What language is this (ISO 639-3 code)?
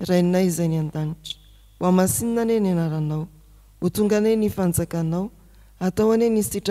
mlg